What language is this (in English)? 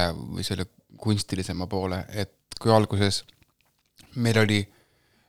Estonian